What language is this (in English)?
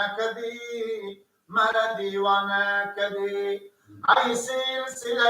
Persian